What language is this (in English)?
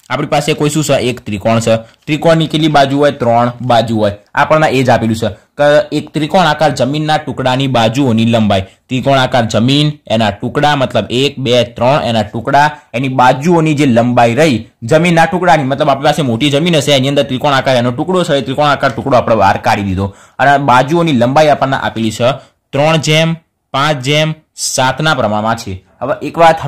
Gujarati